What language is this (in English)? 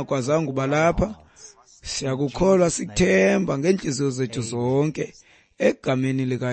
Xhosa